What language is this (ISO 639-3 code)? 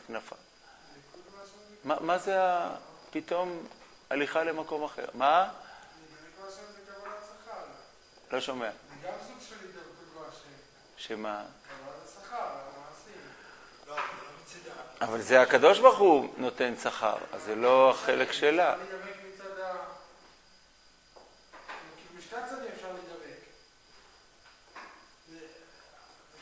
heb